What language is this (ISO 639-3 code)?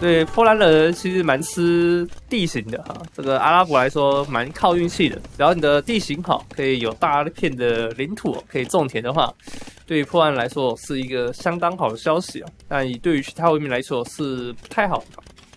zho